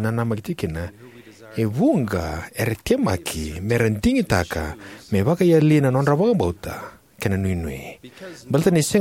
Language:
Fijian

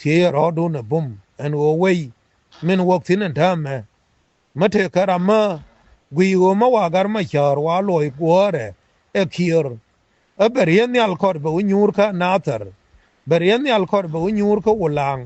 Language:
Nuer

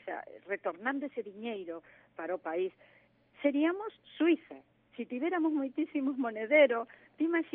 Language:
Galician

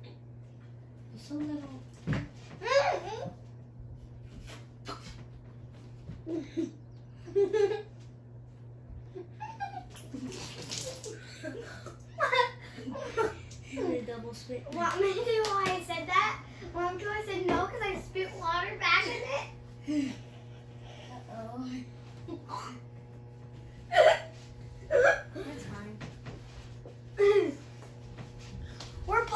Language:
English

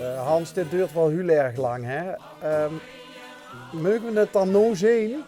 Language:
Limburgish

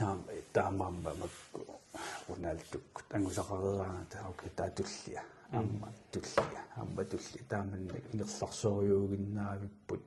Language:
Kalaallisut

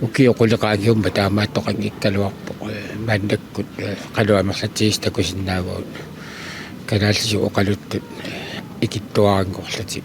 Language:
Kalaallisut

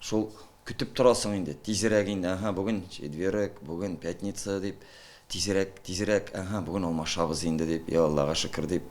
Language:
Tatar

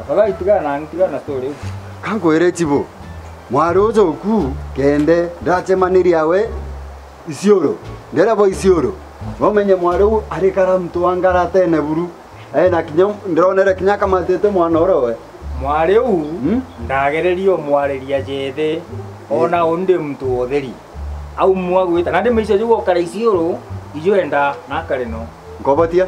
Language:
Meru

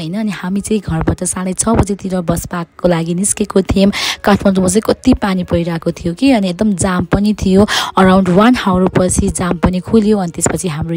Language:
Nepali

